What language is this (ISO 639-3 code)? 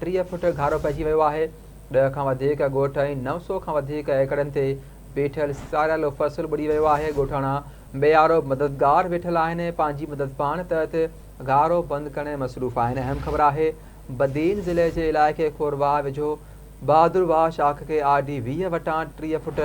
snd